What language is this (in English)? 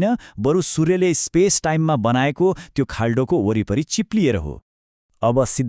Nepali